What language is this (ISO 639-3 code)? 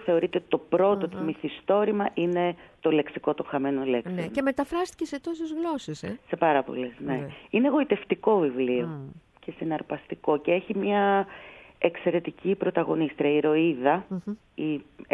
ell